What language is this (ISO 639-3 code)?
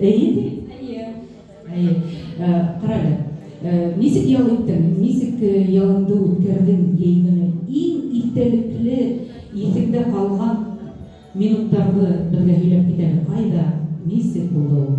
bak